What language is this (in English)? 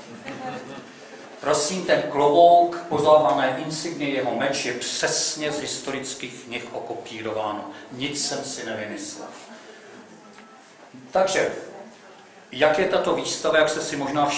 Czech